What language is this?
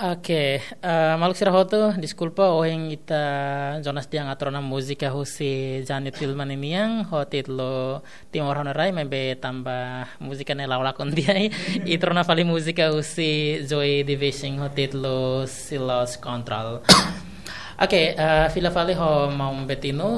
Tetum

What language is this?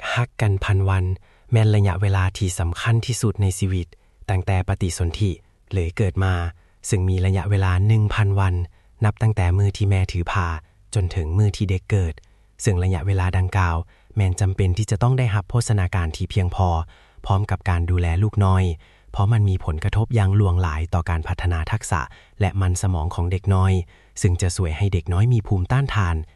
Lao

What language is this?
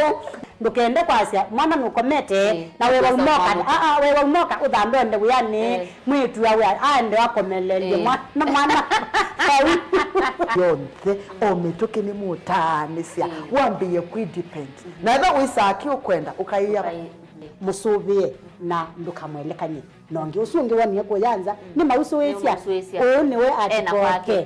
Kamba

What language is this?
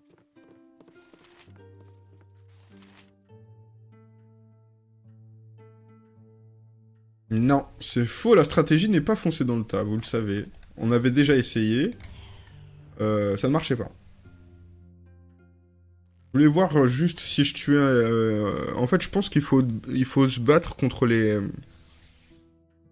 French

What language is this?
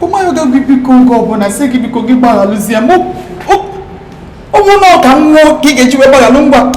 Igbo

